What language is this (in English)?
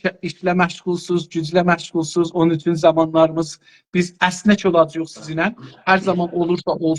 South Azerbaijani